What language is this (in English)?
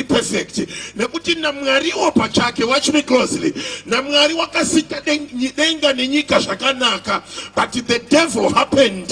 Shona